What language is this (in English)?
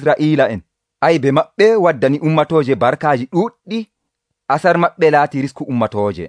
Nigerian Fulfulde